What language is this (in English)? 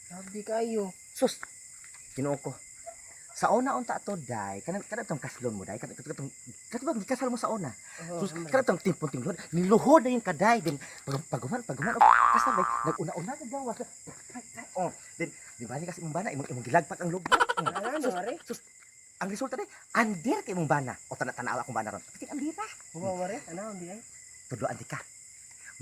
Cebuano